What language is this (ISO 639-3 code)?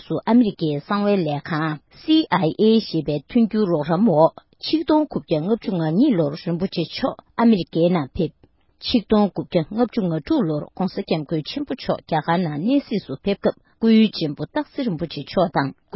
bod